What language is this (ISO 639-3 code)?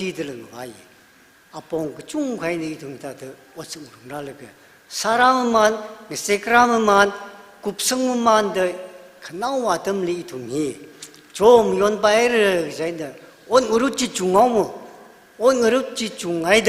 nmf